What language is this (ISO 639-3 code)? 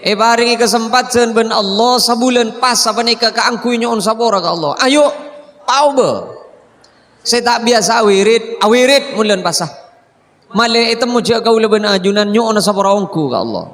mad